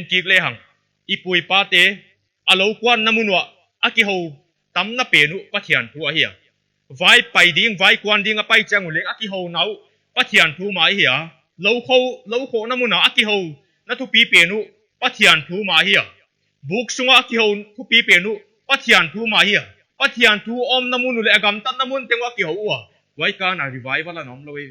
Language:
Paite Chin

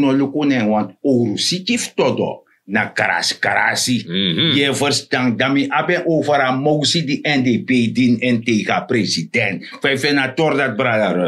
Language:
Sranan Tongo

